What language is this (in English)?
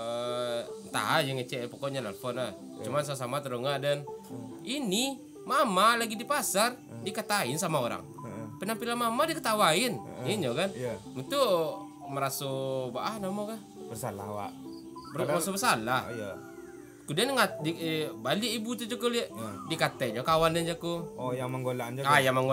Minangkabau